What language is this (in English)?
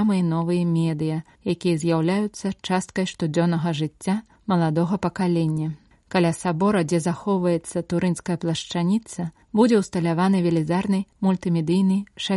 Belarusian